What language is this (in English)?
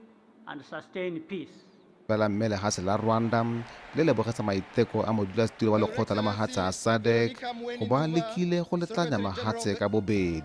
Tswana